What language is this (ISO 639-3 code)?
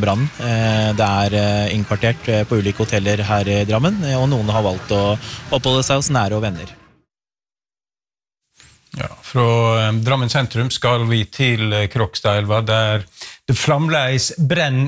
nor